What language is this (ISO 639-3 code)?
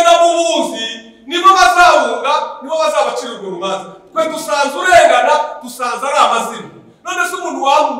kin